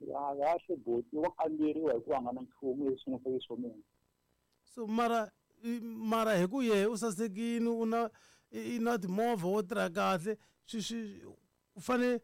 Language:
Tsonga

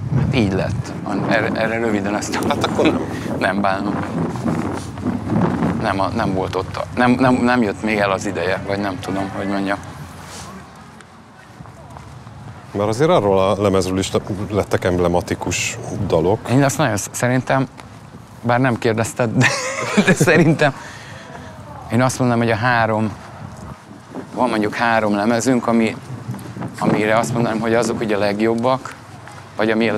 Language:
Hungarian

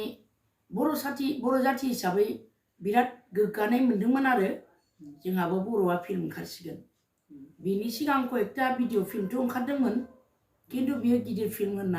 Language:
Bodo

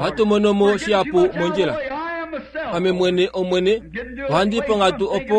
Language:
Kuanyama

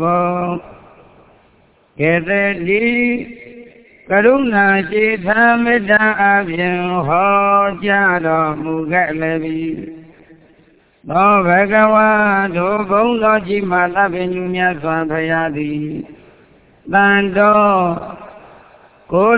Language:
Burmese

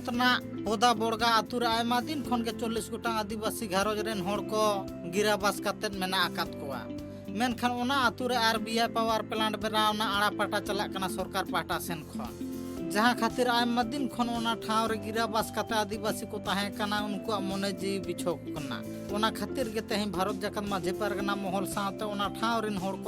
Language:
Santali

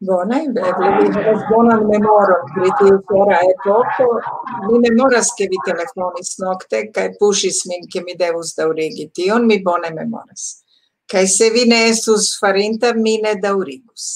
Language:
Esperanto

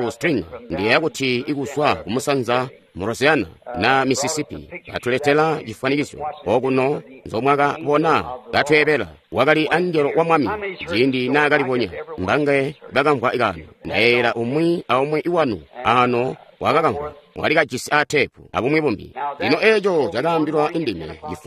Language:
Tonga (Zambia)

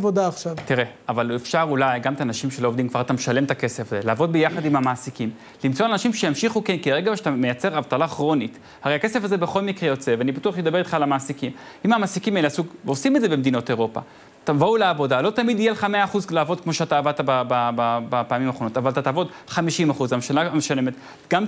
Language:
Hebrew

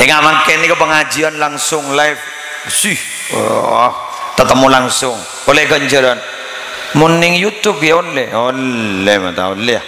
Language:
Madurese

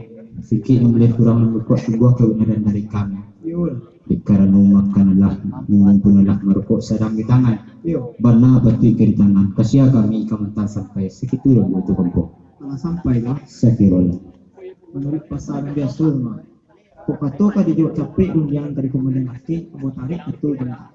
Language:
Minangkabau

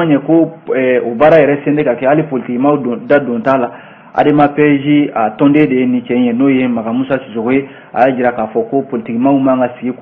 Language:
Bambara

